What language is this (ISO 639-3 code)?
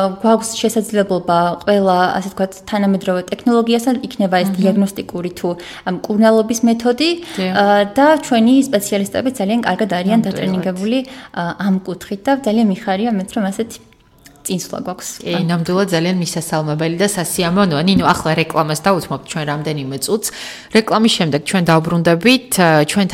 kat